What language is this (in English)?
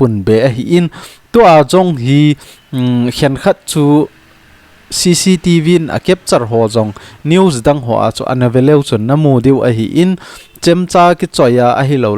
Thado Chin